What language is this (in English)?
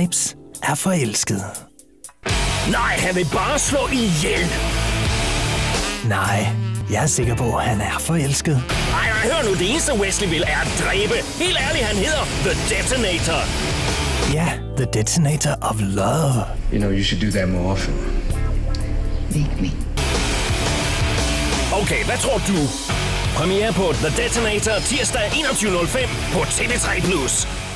Danish